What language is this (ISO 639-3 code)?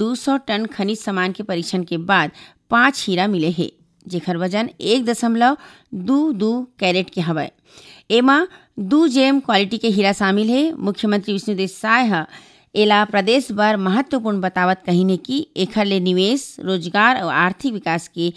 hne